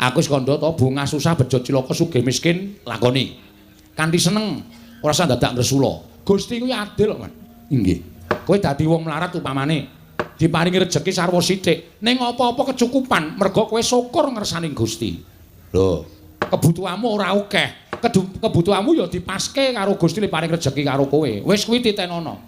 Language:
Javanese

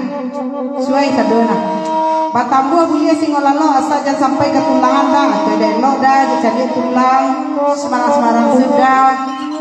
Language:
Minangkabau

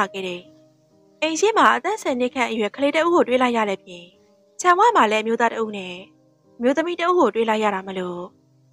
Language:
Burmese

